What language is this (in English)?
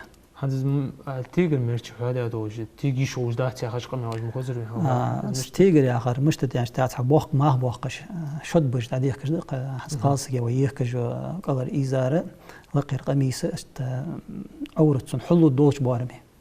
Ingush